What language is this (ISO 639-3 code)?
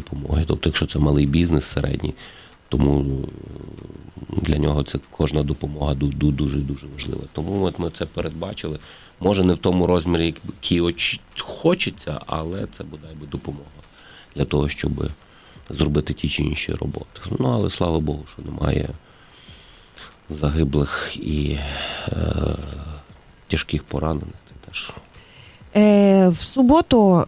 ukr